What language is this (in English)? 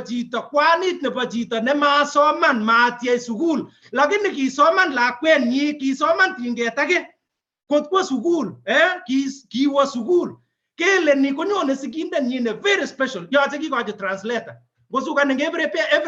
Kalenjin